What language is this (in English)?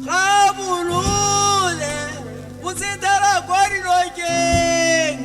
Tswana